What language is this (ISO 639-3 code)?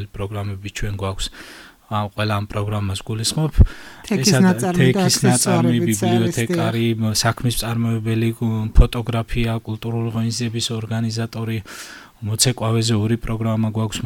kat